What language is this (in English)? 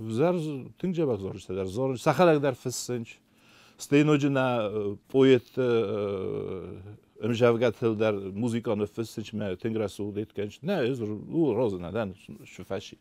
Ossetic